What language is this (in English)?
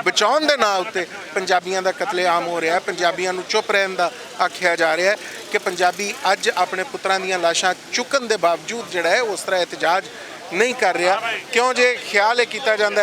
Western Panjabi